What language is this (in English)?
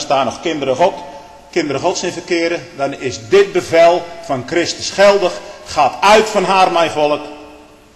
Dutch